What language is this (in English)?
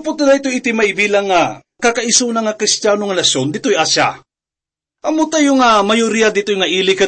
Iloko